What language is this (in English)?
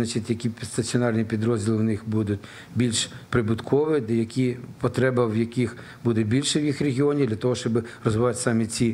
Ukrainian